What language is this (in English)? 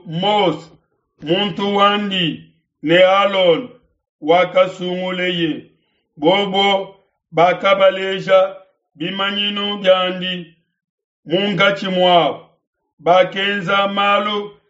Luba-Lulua